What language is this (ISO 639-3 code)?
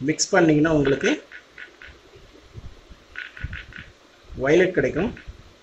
tam